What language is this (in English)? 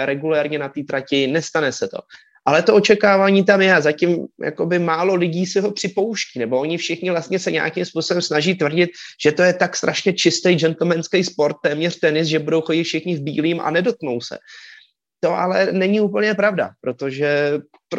Czech